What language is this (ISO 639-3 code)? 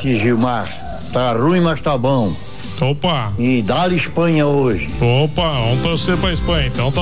por